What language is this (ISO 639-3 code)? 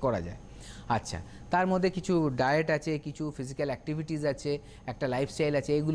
ben